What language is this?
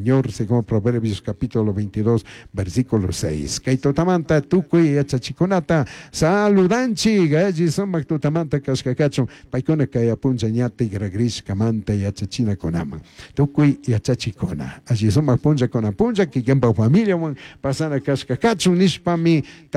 Chimborazo Highland Quichua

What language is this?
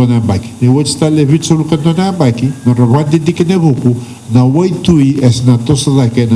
Fijian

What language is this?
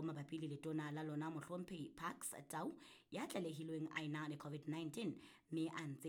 Southern Sotho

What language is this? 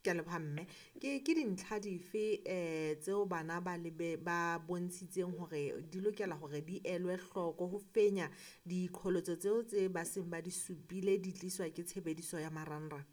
Southern Sotho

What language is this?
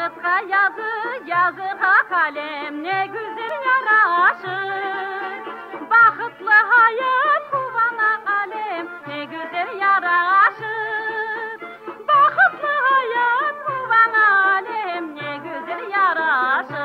Crimean Tatar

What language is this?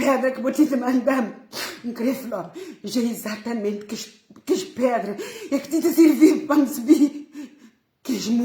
Kabuverdianu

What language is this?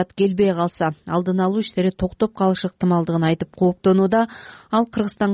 Kyrgyz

